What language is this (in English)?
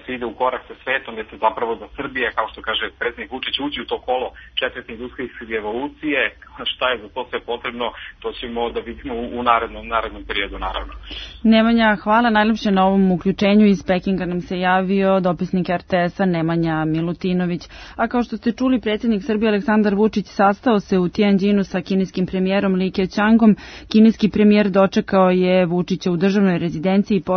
Serbian